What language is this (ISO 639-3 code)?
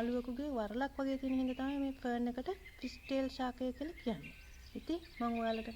sin